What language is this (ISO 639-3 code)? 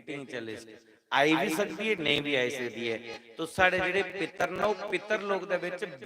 doi